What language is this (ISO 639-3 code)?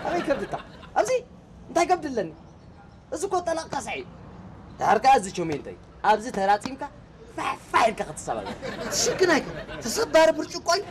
tir